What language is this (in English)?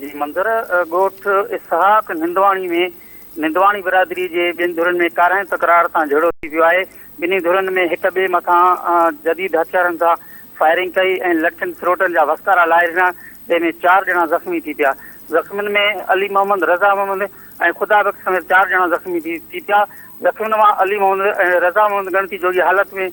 Sindhi